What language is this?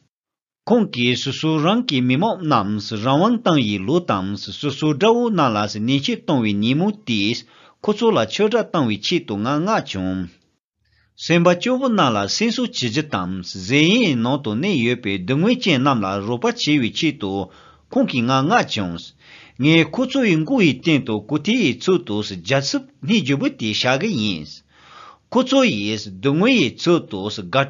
Tibetan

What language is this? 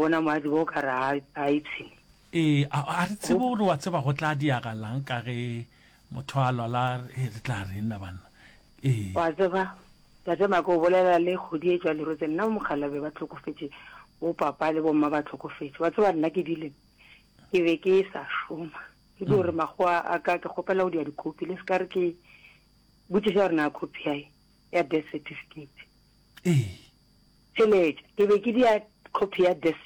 Northern Sotho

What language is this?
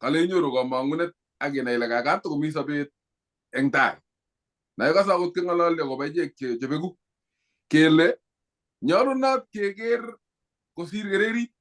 Kalenjin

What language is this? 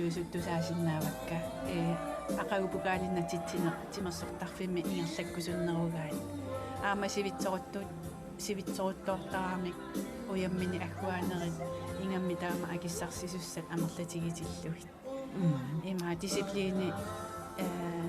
Kalaallisut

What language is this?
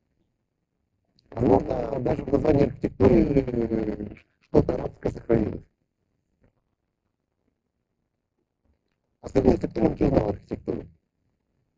Russian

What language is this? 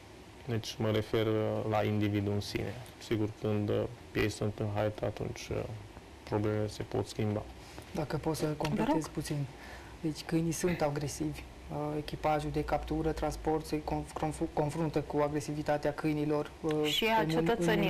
Romanian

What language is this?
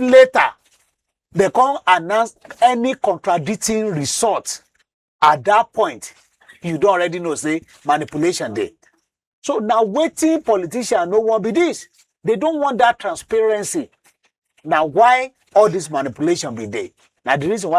Nigerian Pidgin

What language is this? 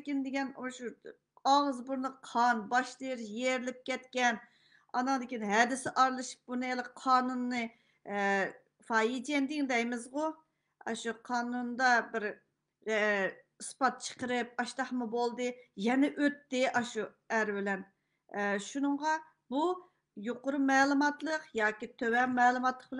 Uyghur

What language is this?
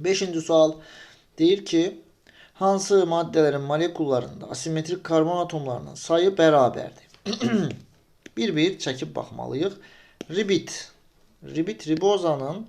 Azerbaijani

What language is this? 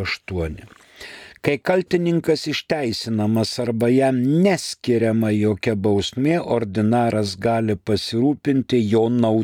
Lithuanian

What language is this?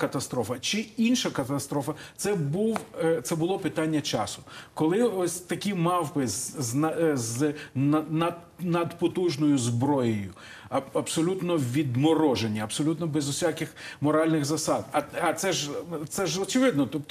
Ukrainian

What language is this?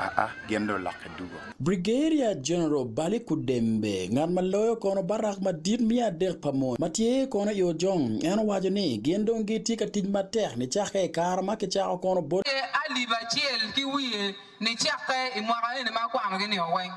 Acoli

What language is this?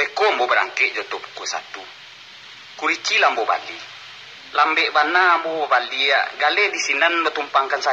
Minangkabau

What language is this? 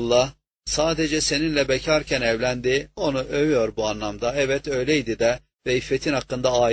Turkish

